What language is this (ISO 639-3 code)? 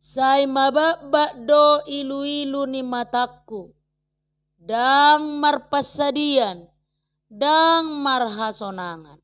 bbc